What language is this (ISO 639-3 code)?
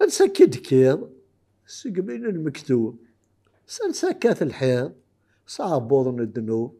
kab